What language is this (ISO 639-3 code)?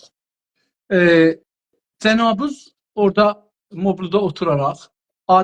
azb